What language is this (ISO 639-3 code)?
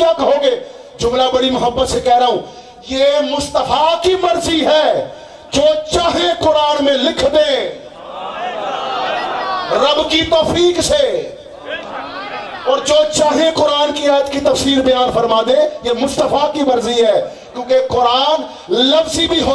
urd